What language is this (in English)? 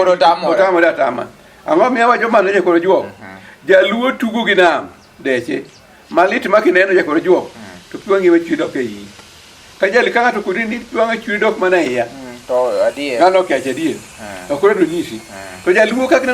Luo (Kenya and Tanzania)